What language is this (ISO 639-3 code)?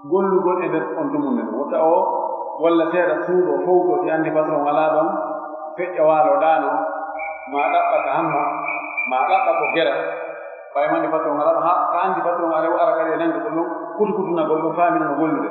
fuf